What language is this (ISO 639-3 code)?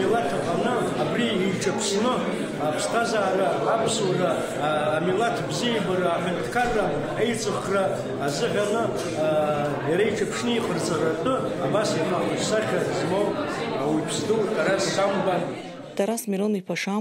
abk